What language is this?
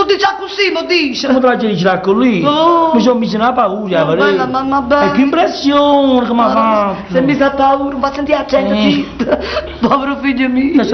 Neapolitan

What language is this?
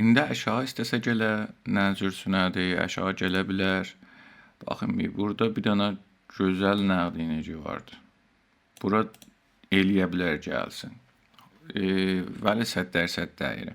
South Azerbaijani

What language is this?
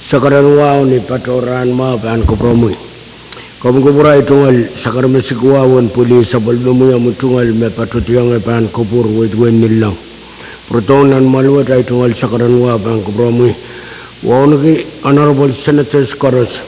Pohnpeian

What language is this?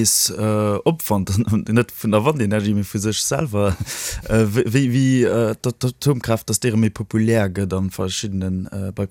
Luxembourgish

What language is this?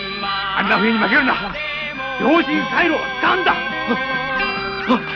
Japanese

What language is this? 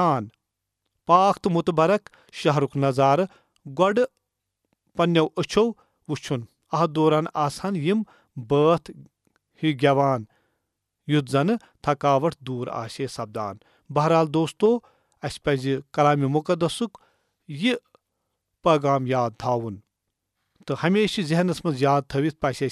Kashmiri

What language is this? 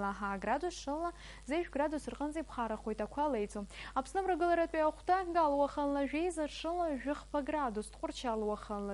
Abkhazian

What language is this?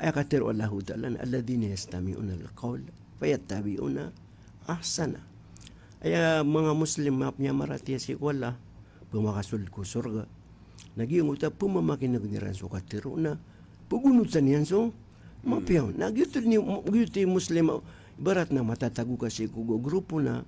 Maranao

